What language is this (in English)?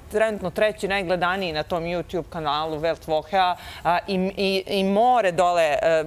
Serbian